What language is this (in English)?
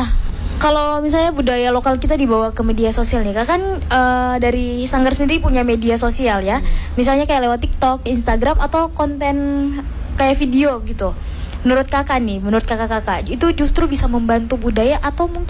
Indonesian